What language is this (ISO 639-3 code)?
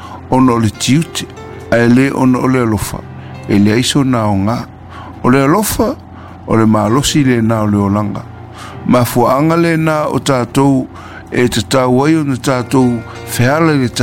smo